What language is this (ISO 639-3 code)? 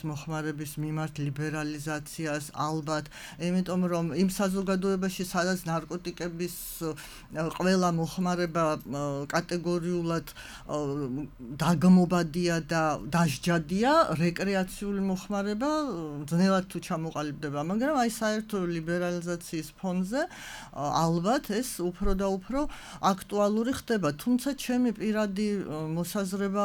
kat